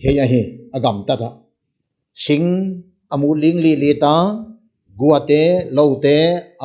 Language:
Paite Chin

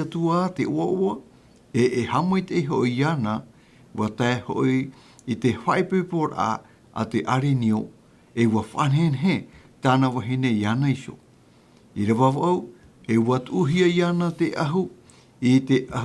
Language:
Tahitian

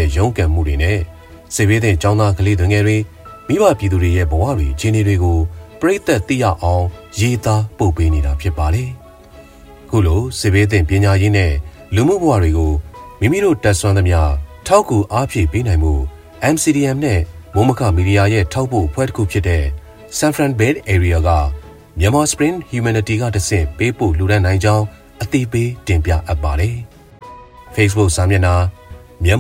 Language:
Burmese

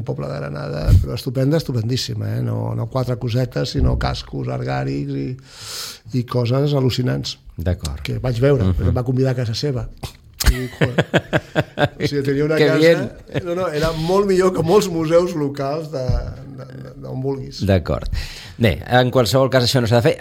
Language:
Catalan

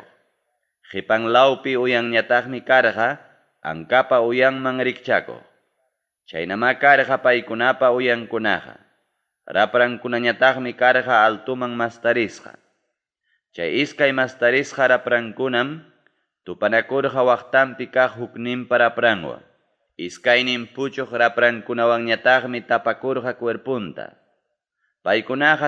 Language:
Ayacucho Quechua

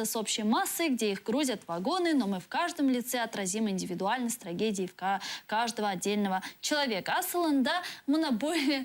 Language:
Crimean Tatar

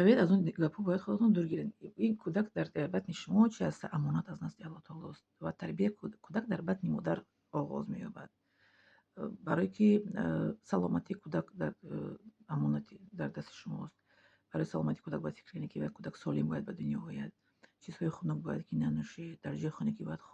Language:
Tajik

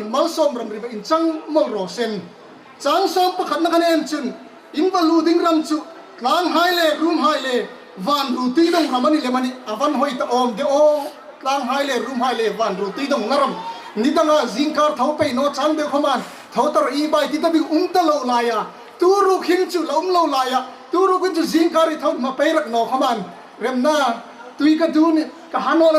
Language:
Hmar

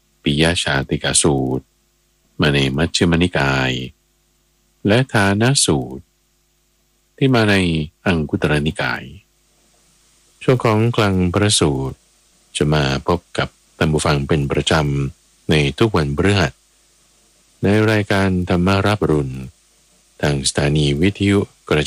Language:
Thai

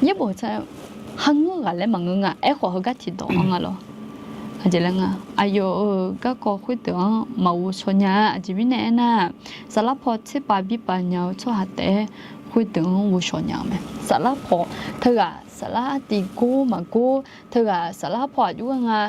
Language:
Akha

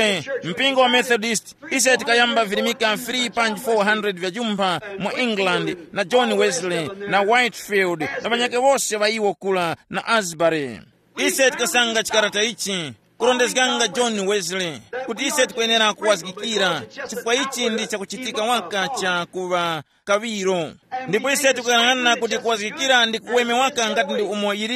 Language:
Tumbuka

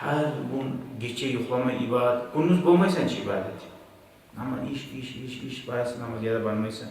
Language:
Kumyk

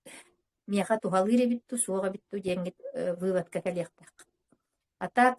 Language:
Yakut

